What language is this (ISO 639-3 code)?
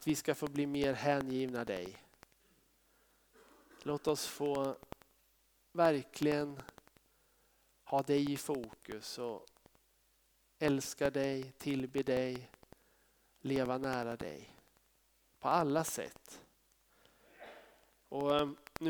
swe